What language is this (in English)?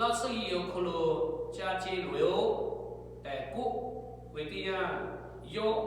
Lahu